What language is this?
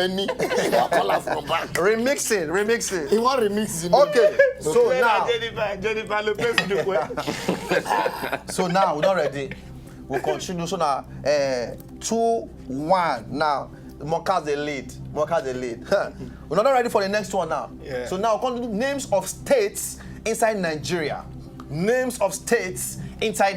Nigerian Pidgin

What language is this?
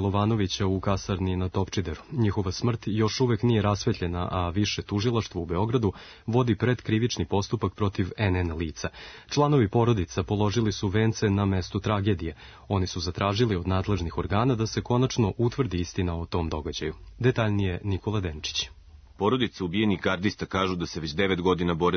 Serbian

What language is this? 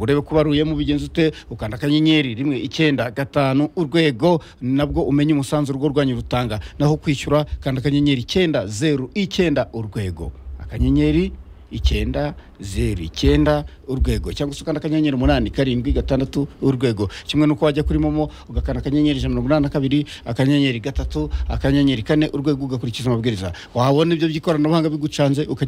Kinyarwanda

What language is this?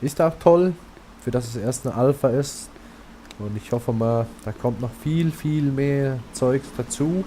Swiss German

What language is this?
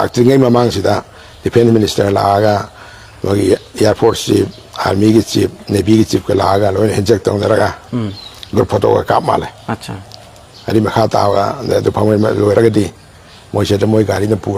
Manipuri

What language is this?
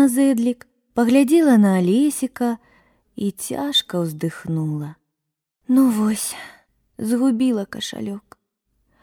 Belarusian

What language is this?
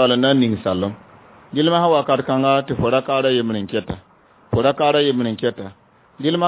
Mossi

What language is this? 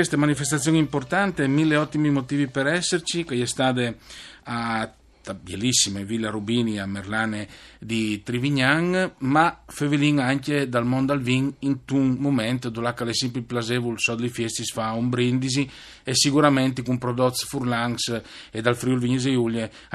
Friulian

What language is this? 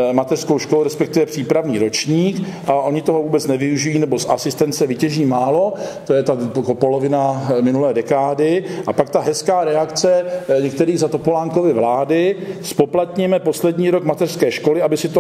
Czech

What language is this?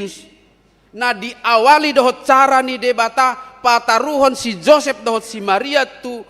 Batak Toba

